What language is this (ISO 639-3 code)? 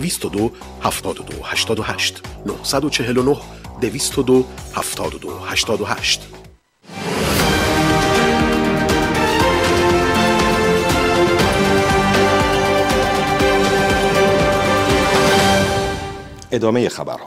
fas